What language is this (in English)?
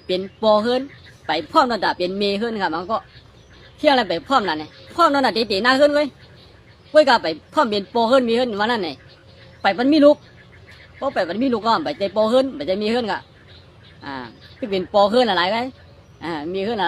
Shan